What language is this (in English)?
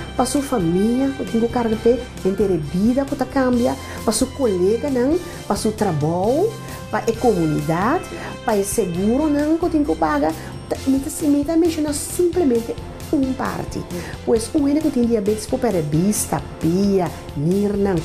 Papiamento